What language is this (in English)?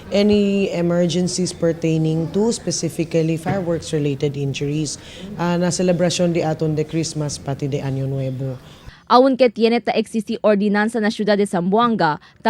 Chavacano